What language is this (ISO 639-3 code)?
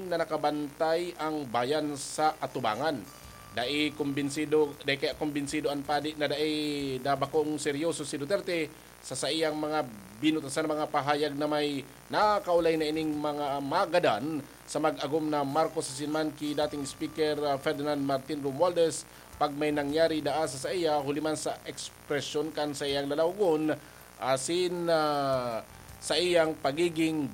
bik